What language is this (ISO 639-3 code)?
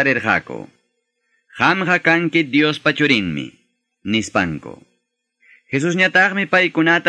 que